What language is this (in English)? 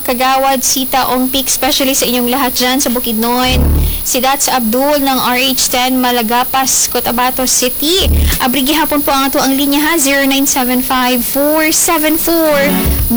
Cebuano